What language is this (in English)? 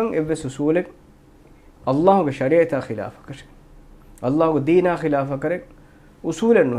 Divehi